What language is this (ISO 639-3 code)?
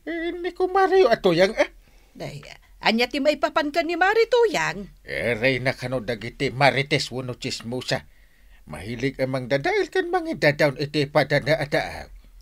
ilo